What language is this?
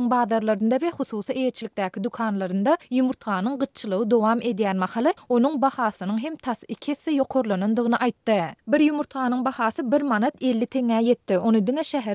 Turkmen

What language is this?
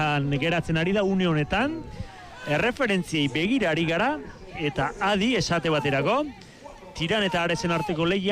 Basque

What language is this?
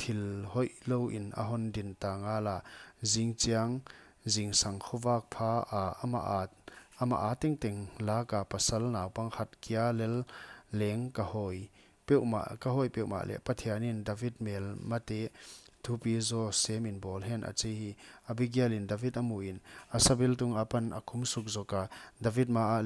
Paite Chin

